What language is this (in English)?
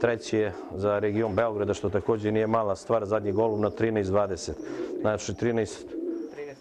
Serbian